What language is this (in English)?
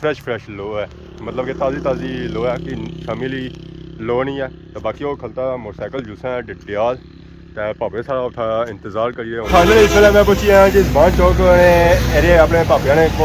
Pahari-Potwari